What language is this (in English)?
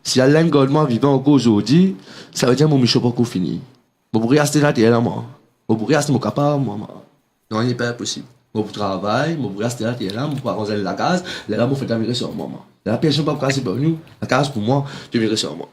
Morisyen